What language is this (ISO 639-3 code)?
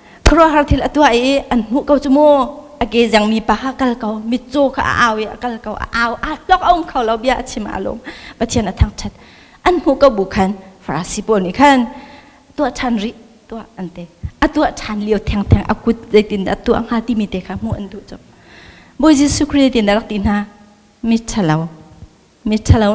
cnh